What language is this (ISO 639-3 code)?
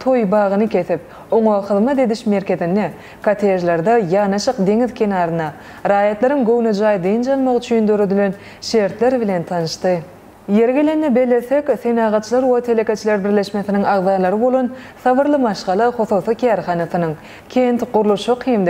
tuk